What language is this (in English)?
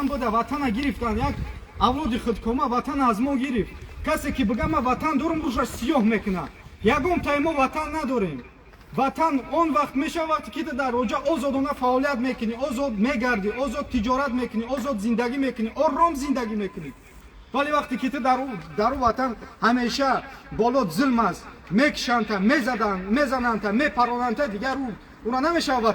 Tajik